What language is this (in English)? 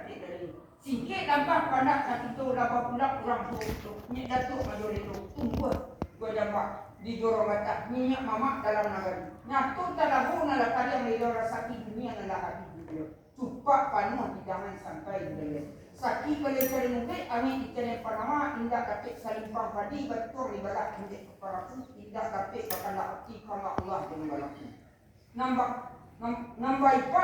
Minangkabau